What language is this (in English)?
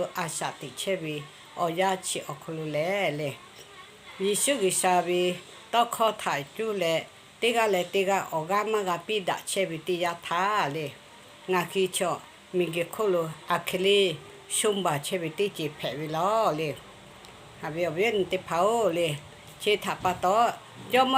Lahu